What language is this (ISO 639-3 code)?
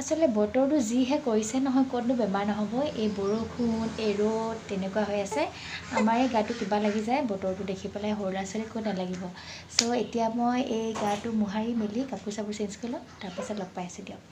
asm